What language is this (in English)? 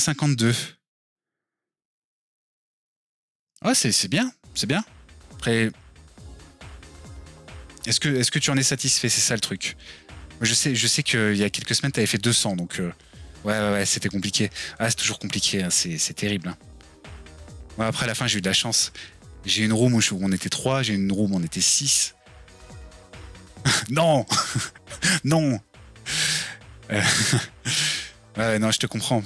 French